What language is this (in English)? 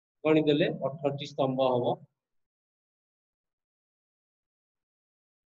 Odia